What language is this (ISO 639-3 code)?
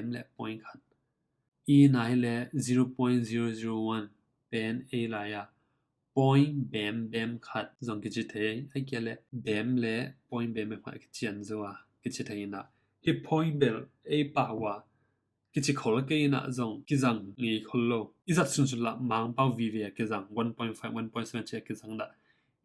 ctd